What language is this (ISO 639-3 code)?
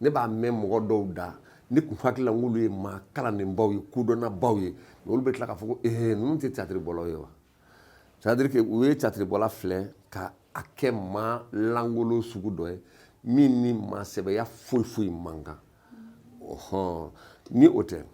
bam